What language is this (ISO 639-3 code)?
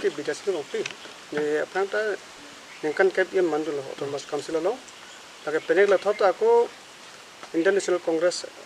mjw